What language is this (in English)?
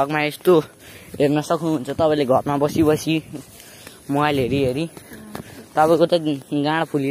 Nepali